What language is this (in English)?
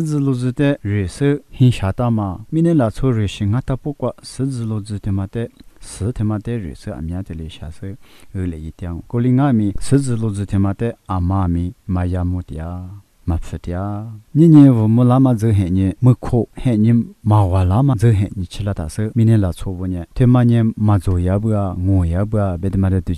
Lisu